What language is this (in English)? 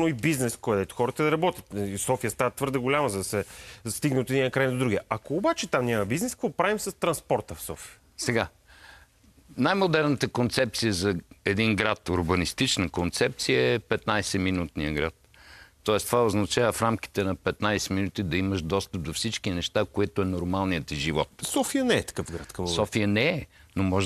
Bulgarian